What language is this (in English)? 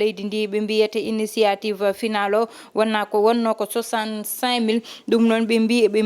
Fula